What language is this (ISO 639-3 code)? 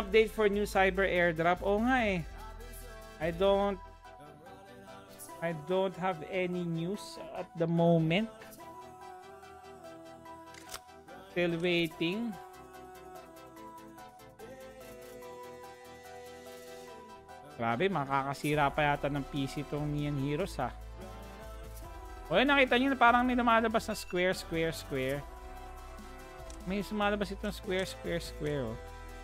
fil